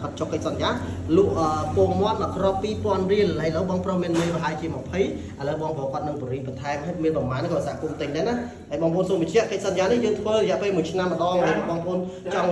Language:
Khmer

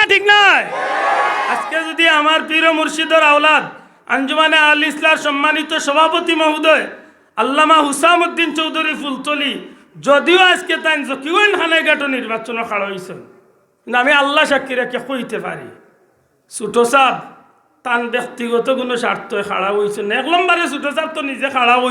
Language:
Sylheti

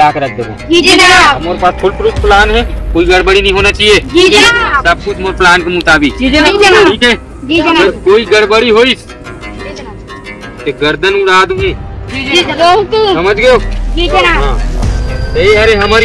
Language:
Chhattisgarhi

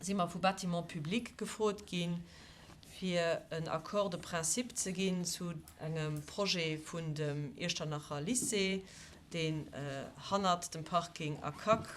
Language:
Luxembourgish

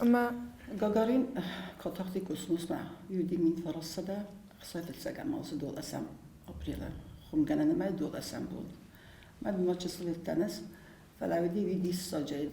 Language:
Ossetic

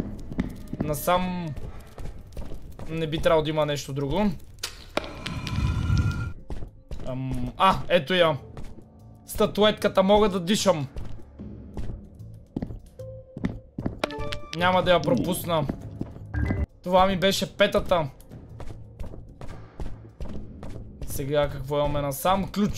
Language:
Bulgarian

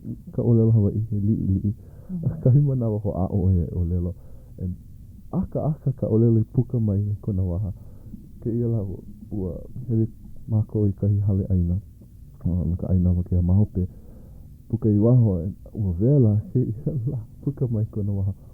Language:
Hawaiian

